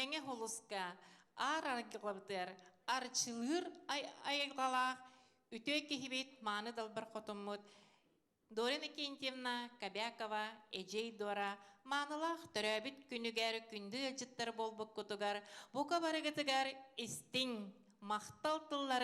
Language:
Yakut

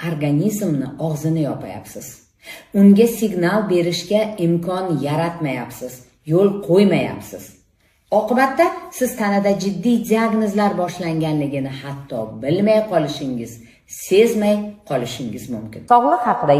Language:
Uzbek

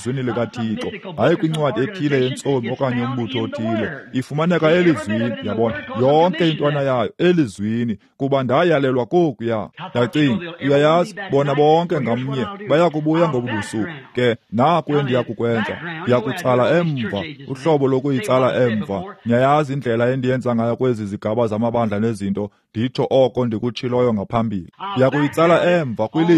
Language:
Xhosa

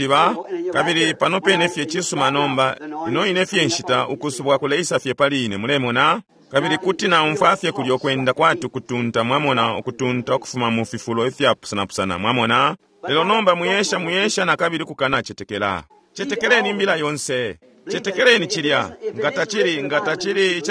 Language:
Bemba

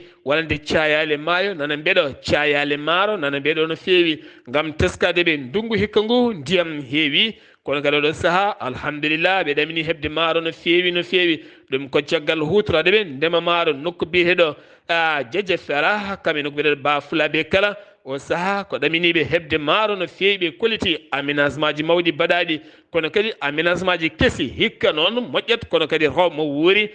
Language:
Fula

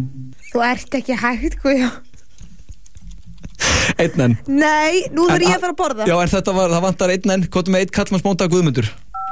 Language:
Icelandic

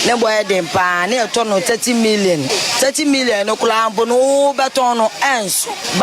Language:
Akan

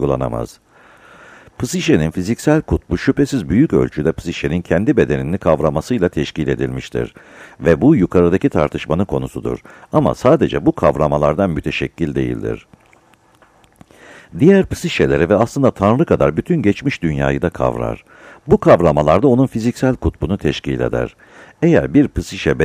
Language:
Turkish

